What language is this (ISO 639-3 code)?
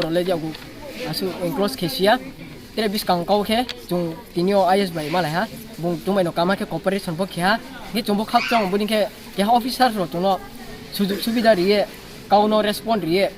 ria